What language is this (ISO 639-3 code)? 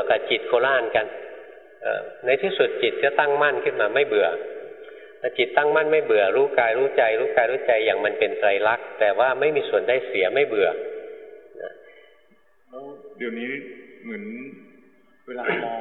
tha